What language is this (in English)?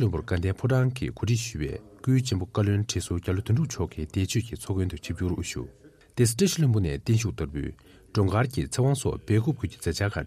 Tibetan